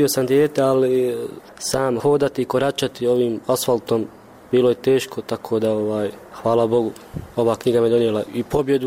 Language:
Bosnian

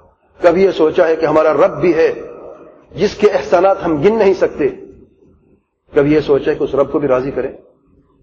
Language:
Urdu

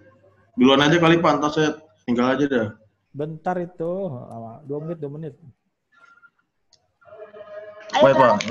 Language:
Indonesian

